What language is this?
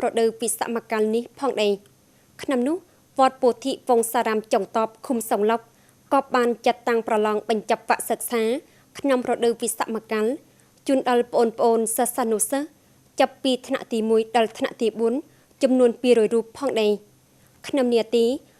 Khmer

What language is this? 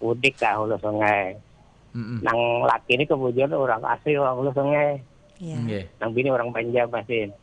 Banjar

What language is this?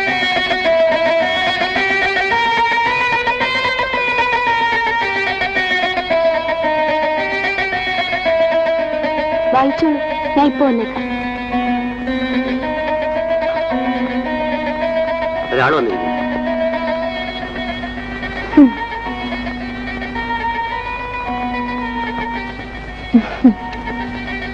Malayalam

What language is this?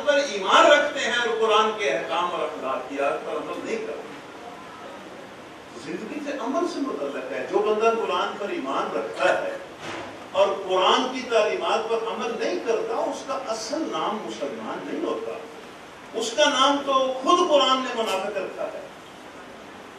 Urdu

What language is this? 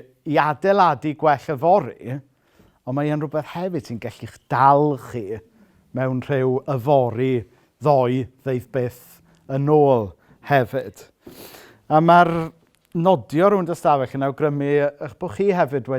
Welsh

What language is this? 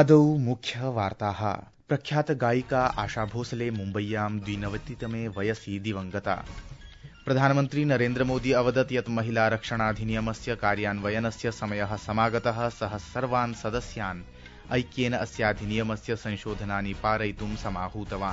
Sanskrit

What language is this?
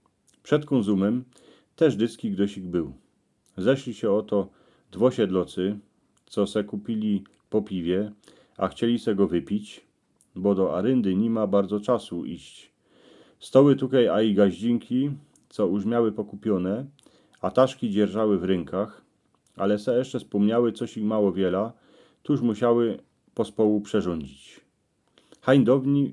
Silesian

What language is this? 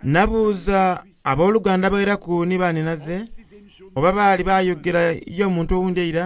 Soga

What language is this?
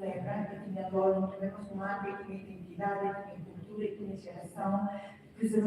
Tetum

